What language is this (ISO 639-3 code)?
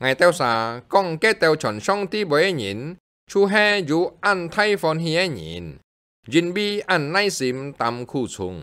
hak